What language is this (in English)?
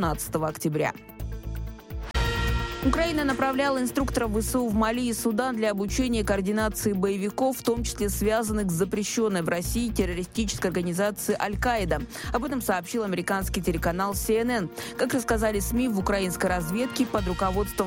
Russian